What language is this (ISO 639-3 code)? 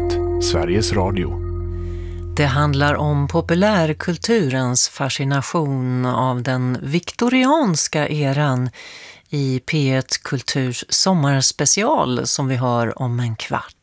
swe